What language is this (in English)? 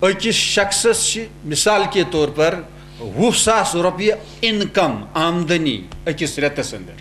Kashmiri